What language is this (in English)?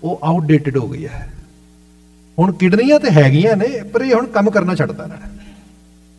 Punjabi